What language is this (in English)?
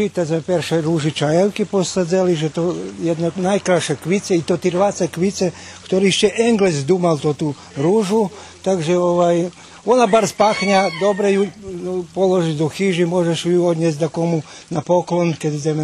Rusyn